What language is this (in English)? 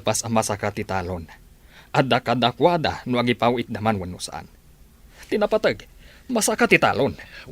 Iloko